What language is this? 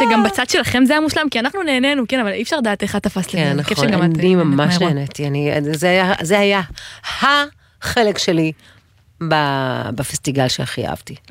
Hebrew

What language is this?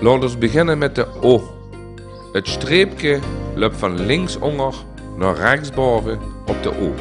Limburgish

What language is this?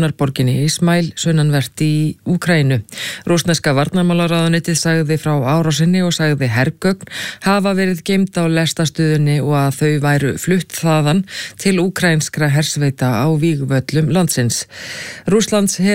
Icelandic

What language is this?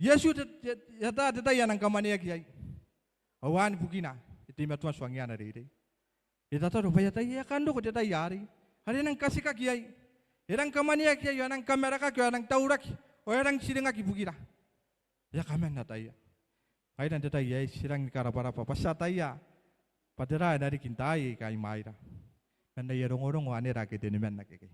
Gilbertese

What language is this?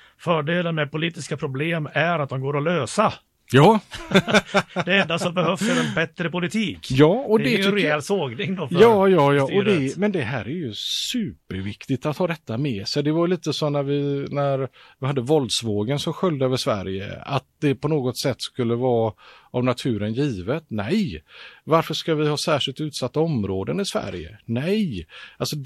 Swedish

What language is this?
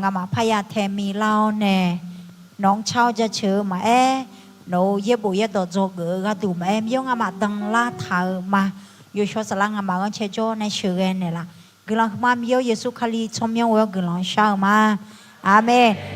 Akha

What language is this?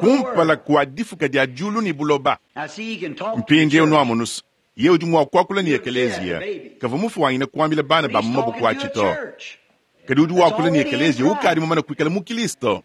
Luba-Lulua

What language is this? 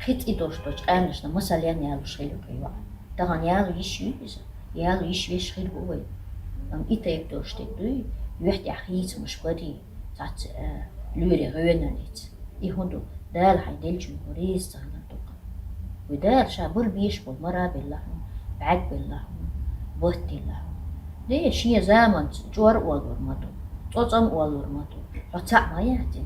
Chechen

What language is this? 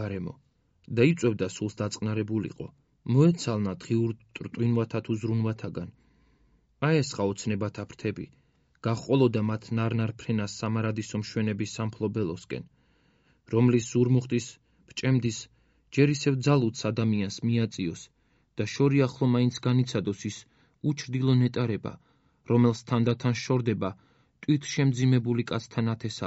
Georgian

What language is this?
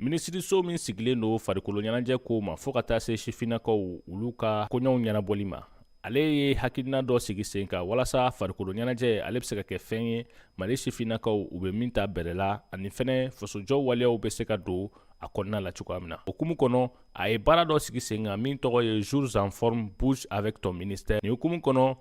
Bambara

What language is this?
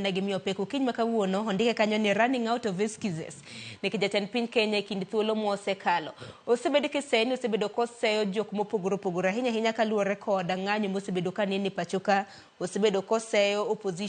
Luo (Kenya and Tanzania)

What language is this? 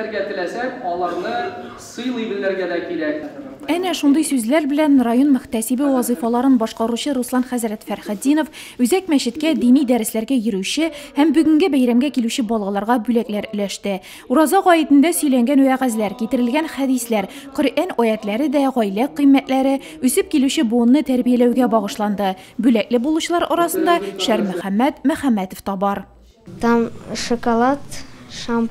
Tatar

